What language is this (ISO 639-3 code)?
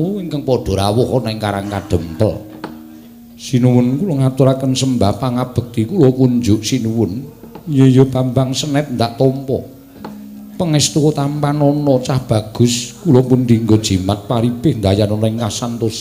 jav